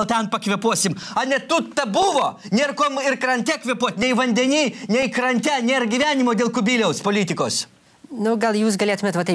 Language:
Lithuanian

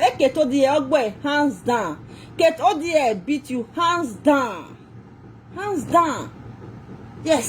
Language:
Nigerian Pidgin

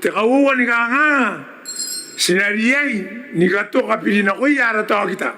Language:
Gilbertese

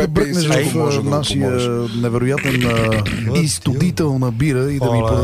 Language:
Bulgarian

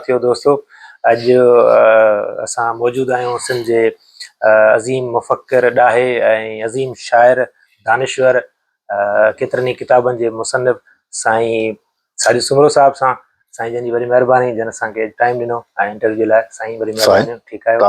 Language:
Sindhi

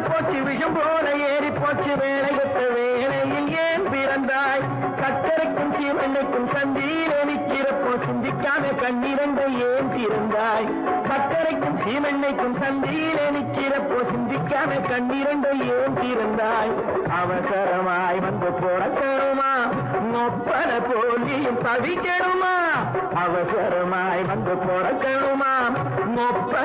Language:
Tamil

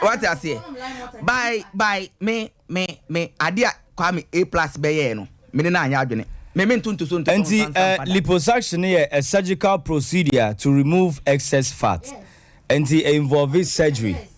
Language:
Akan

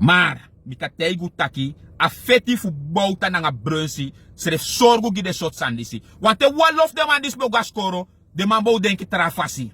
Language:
Sranan Tongo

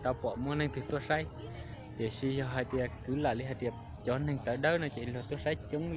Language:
Hmong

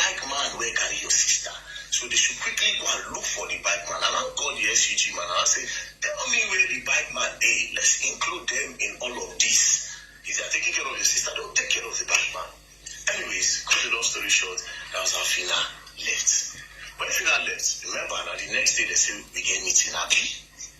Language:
Nigerian Pidgin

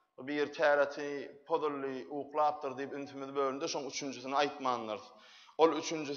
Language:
Turkmen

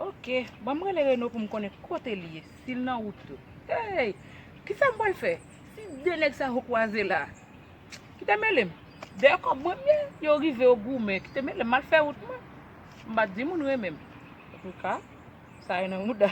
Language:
Haitian Creole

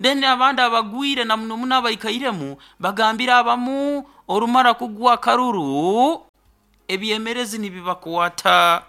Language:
Nyoro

